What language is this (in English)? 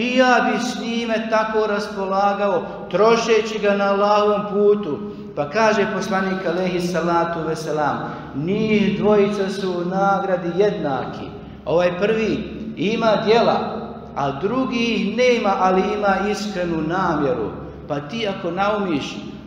Bosnian